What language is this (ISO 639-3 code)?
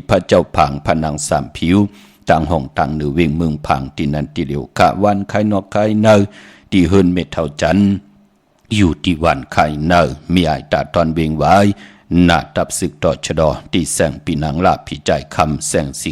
shn